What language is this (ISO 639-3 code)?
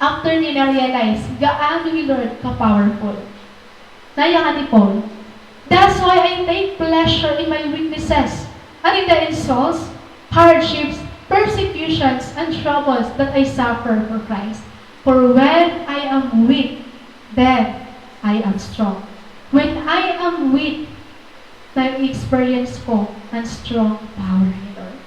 war